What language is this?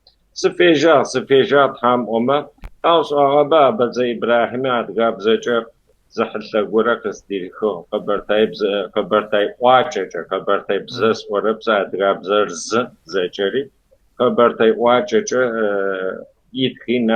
Kabardian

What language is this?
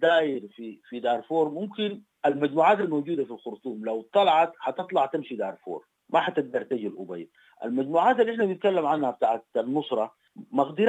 Sudanese Arabic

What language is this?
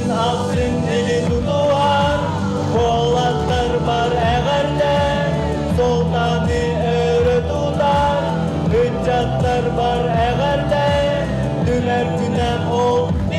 Yakut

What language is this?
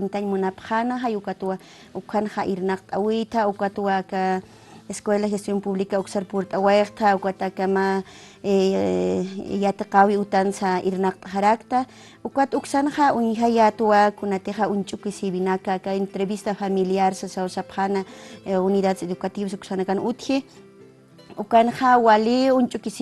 Aymara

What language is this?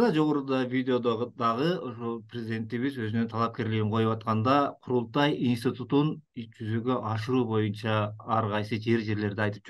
Kyrgyz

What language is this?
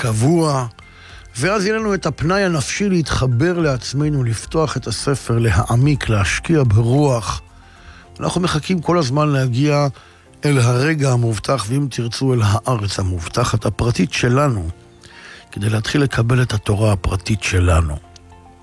Hebrew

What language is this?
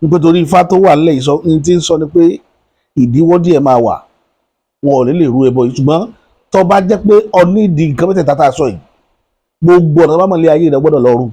Yoruba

